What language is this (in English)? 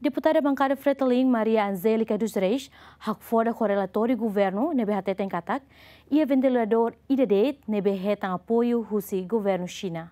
Tetum